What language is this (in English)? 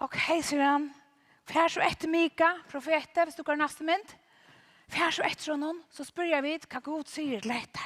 Faroese